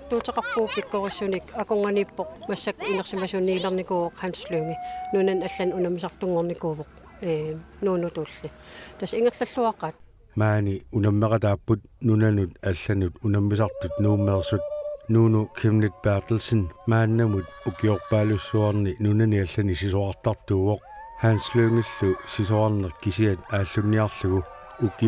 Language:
Kalaallisut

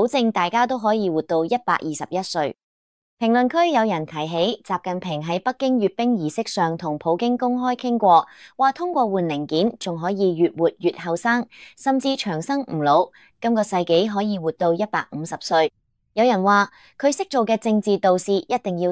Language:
Cantonese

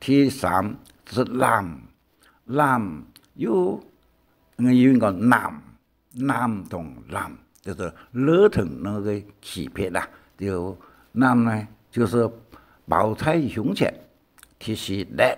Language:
Hakka Chinese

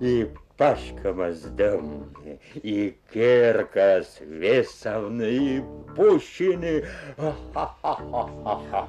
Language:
Komi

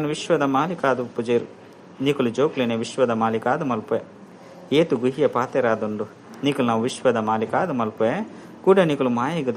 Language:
Tulu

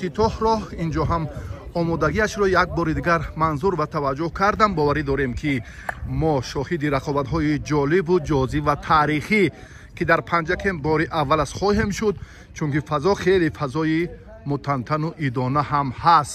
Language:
Tajik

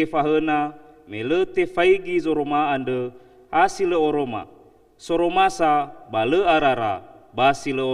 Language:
Nias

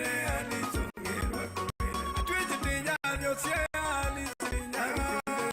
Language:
Luo (Kenya and Tanzania)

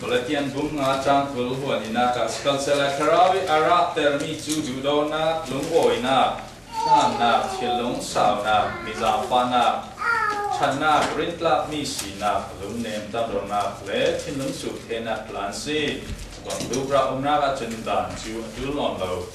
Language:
Falam Chin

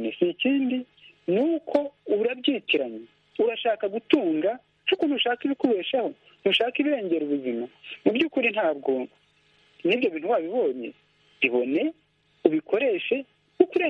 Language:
Kinyarwanda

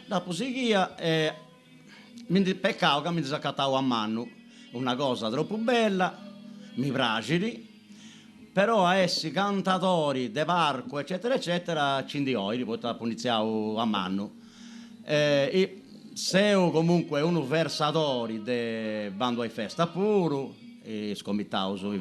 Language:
Sardinian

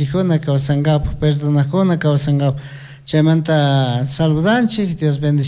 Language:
Chimborazo Highland Quichua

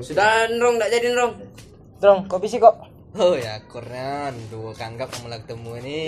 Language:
Musi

